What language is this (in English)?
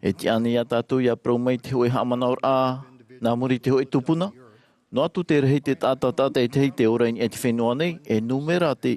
Tahitian